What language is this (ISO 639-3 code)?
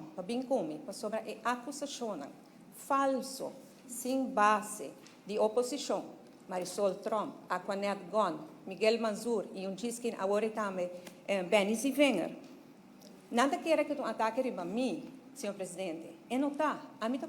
pap